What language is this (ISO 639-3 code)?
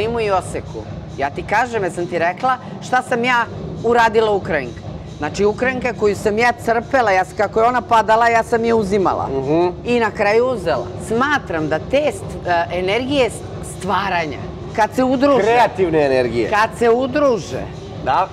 srp